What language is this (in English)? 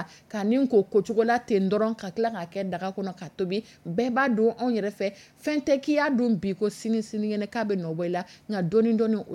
Dyula